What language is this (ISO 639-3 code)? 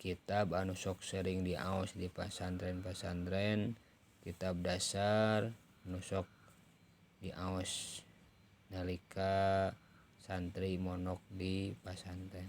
sun